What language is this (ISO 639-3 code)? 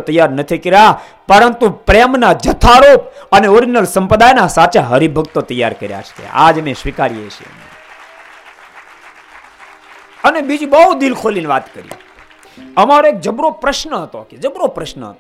guj